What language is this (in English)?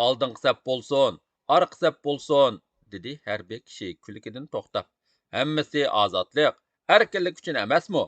Uyghur